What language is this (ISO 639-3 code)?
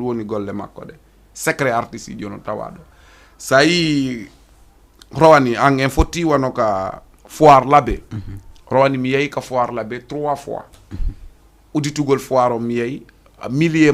ful